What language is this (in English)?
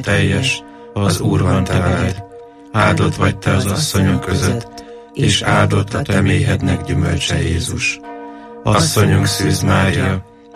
Hungarian